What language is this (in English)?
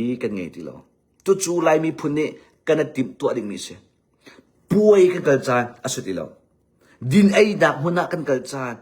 Hakha Chin